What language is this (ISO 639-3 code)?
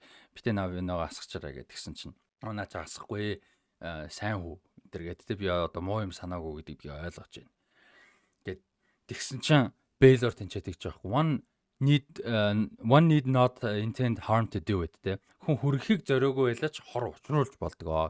mon